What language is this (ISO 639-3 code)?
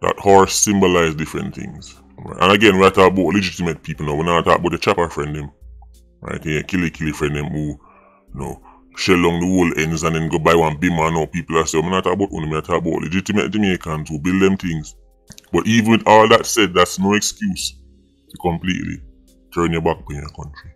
jam